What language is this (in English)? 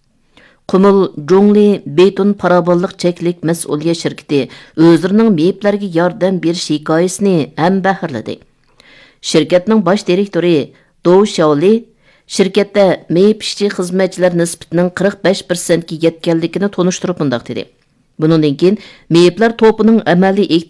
Uyghur